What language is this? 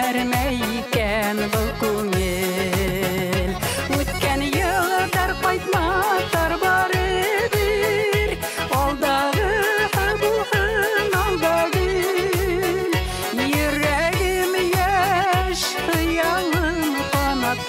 Bashkir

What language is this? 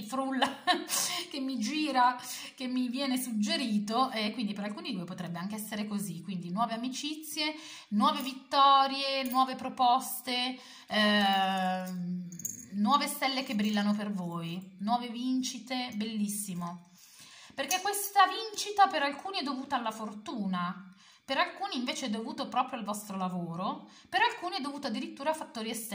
Italian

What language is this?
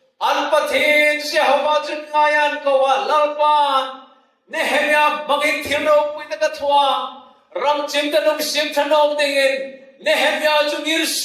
Hmar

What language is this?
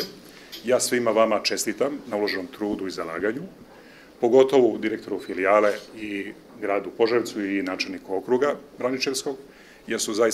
Serbian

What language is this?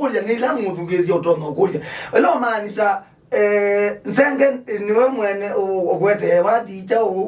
Kamba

